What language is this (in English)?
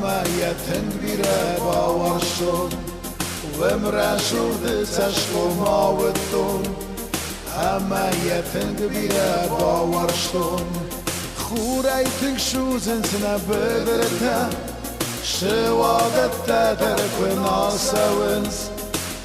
Ossetic